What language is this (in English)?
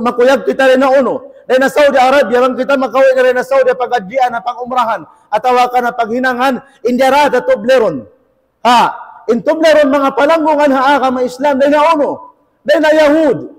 Tausug